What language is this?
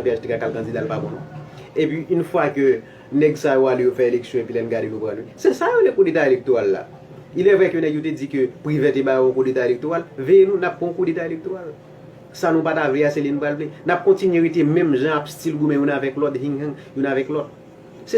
Haitian Creole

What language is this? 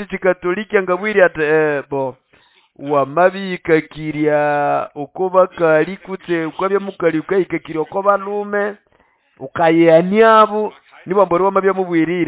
Nande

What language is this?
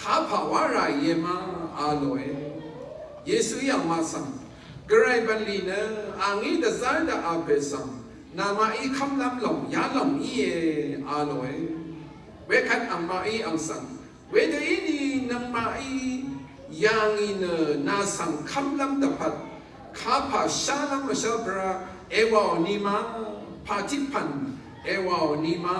Rawang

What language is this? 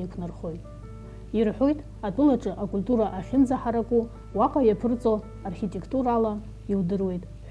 Abkhazian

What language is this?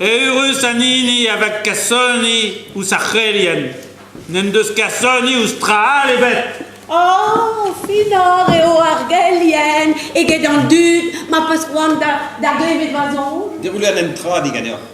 Breton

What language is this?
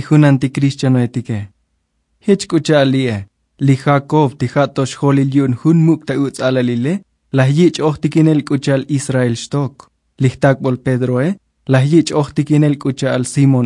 Tzotzil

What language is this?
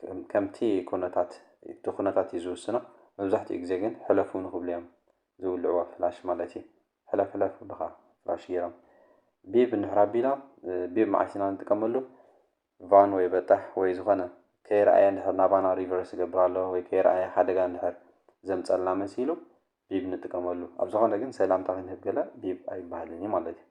Tigrinya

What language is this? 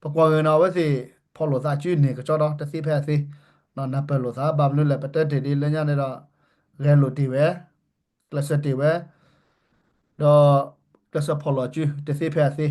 S'gaw Karen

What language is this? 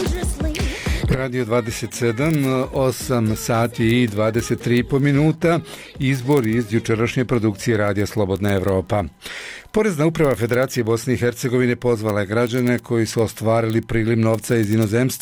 Bosnian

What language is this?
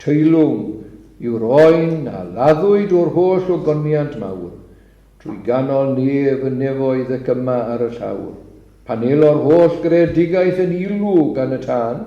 Welsh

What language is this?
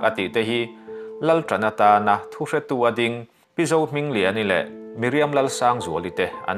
Mizo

